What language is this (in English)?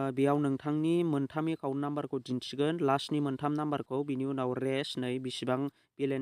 Bodo